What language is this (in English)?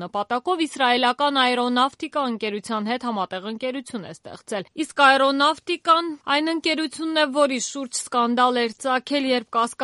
Armenian